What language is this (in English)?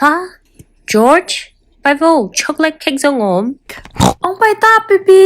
Tedim Chin